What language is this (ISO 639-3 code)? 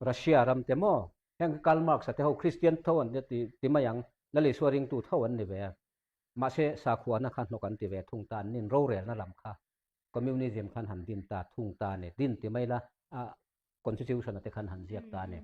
lus